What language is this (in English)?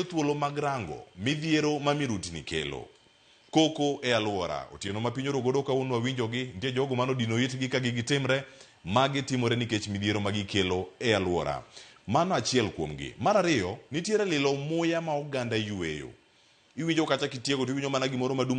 Luo (Kenya and Tanzania)